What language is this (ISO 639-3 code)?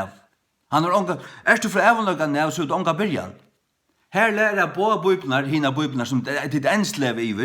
fao